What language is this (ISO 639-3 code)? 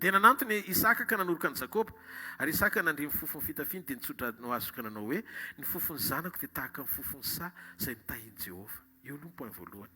mlg